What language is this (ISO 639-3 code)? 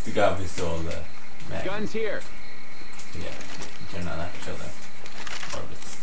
fao